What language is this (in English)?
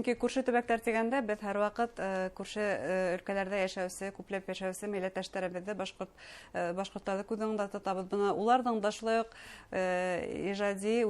Bashkir